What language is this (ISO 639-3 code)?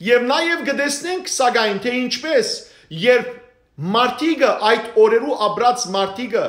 hyw